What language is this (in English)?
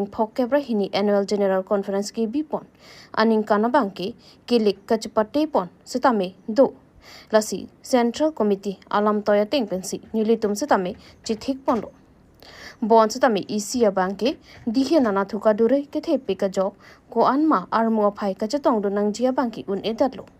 Karbi